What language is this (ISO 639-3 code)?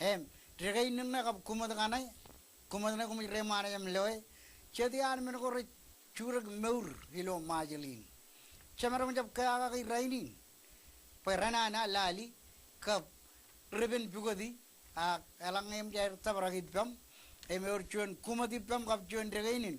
mah